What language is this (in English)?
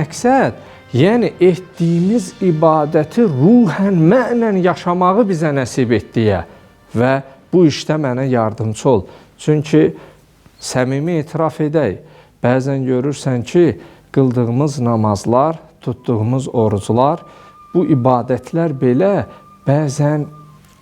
Azerbaijani